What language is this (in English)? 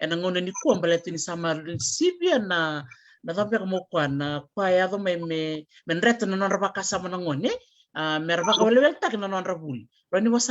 Fijian